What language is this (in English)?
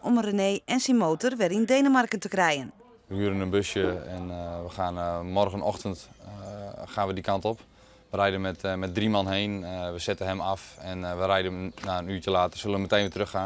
Western Frisian